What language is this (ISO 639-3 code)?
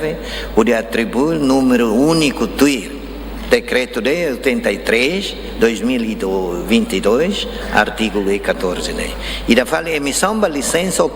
tet